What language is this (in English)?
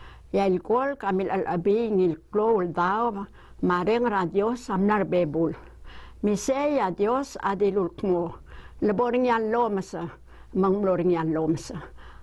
Palauan